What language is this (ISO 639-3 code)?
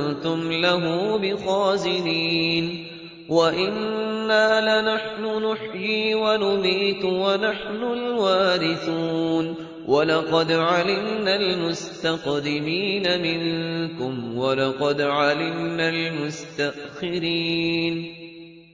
ara